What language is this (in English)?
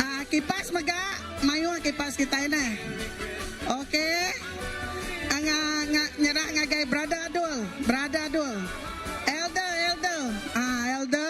Iban